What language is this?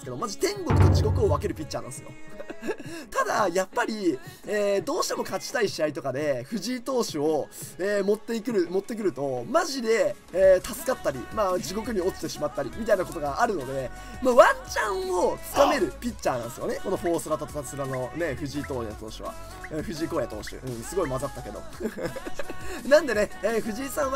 Japanese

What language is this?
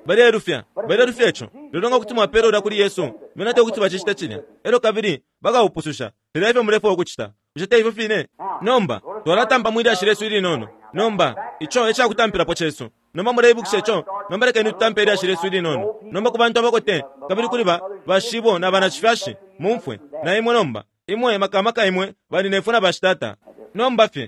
Bemba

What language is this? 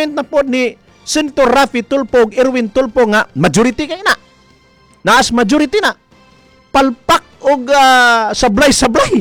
Cebuano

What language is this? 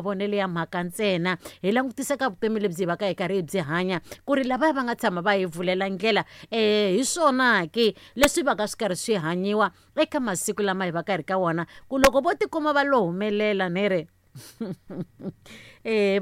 Tsonga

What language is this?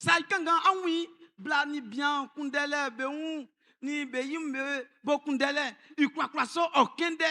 Baoulé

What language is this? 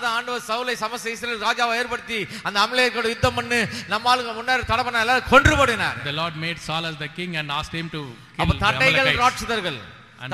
Tamil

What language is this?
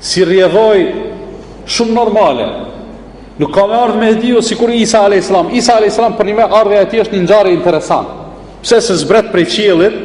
Albanian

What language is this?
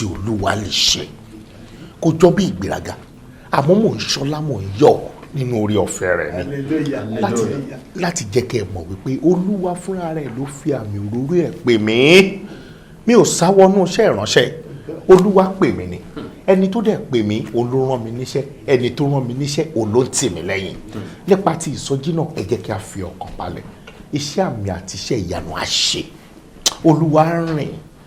Yoruba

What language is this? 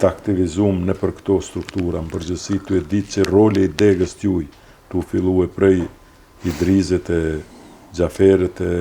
Albanian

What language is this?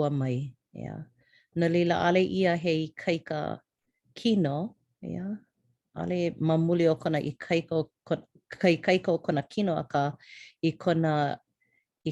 Hawaiian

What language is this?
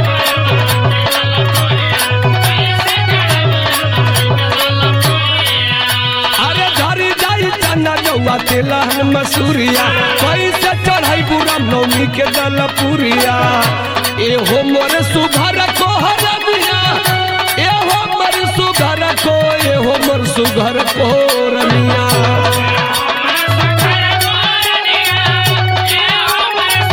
Bhojpuri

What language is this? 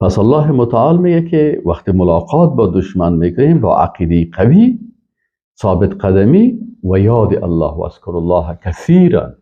Persian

